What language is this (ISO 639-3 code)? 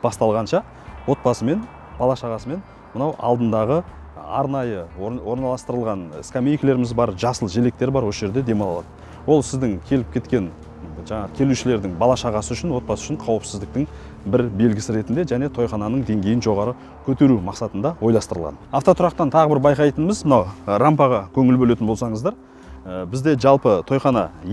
kaz